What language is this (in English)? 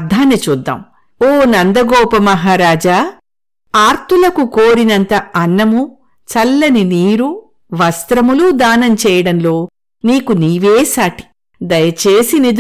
Telugu